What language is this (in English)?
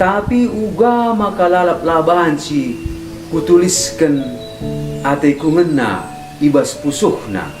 Batak Karo